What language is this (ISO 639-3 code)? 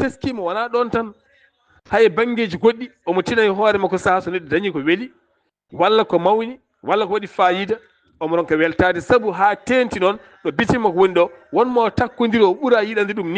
ful